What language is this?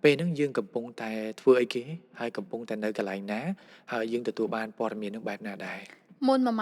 Khmer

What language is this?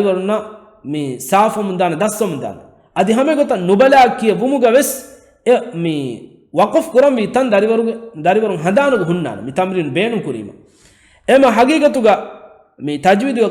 Divehi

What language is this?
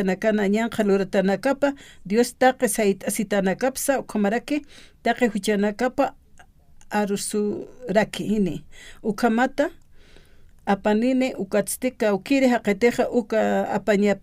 Aymara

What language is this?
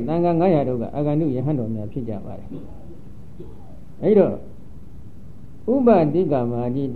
Burmese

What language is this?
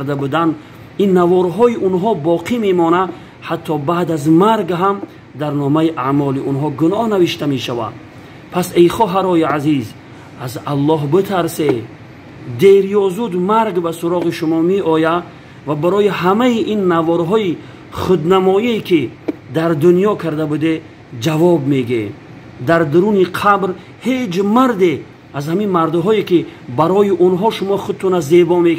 Tajik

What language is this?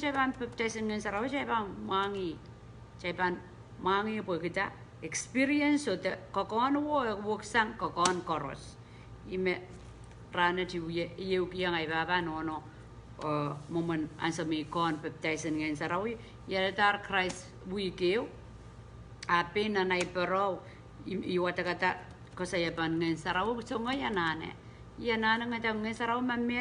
Pohnpeian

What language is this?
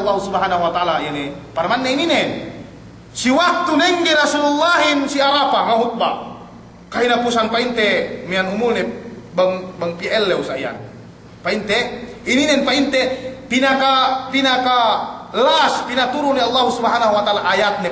Yakan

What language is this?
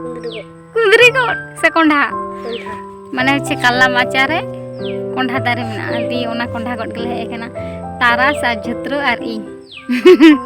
Santali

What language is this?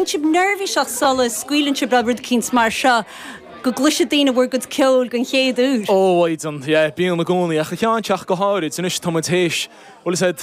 Irish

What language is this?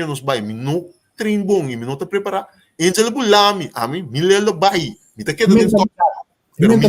Papiamento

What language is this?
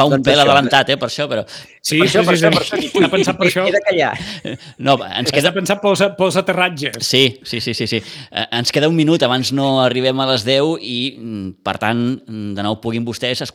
Catalan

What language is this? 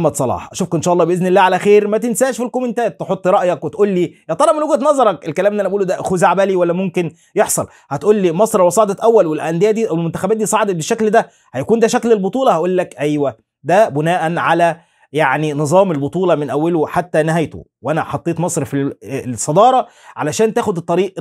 Egyptian Arabic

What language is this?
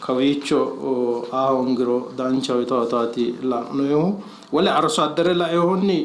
Sidamo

